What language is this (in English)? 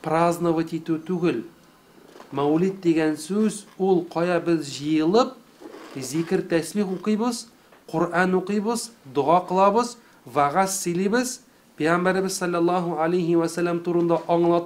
Tatar